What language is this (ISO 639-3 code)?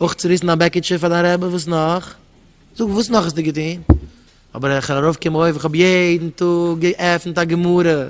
yid